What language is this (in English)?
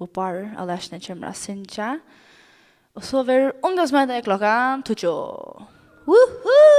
Faroese